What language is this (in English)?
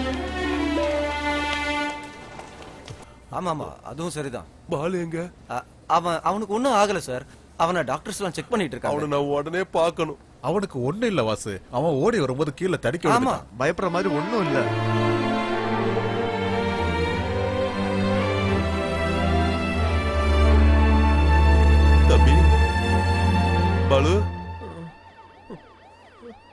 Tamil